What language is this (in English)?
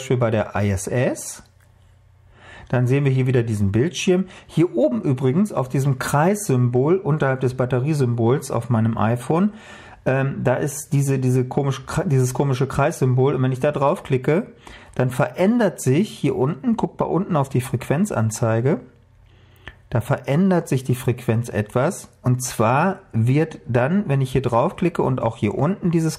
German